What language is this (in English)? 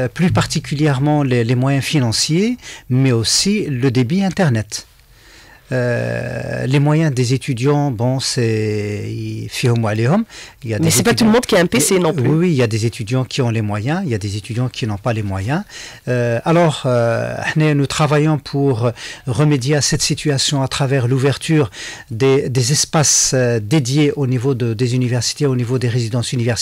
French